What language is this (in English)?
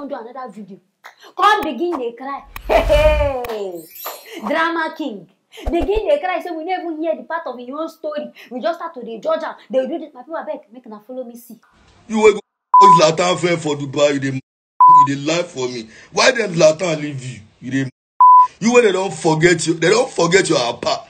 Nigerian Pidgin